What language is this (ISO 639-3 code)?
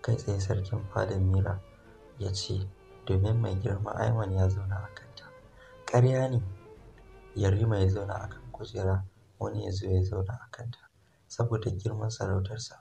hau